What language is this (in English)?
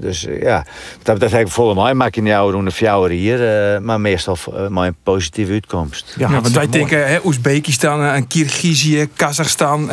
Western Frisian